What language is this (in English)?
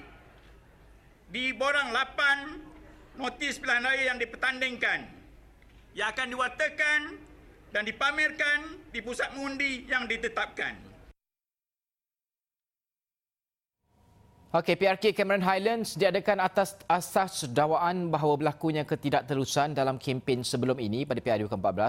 Malay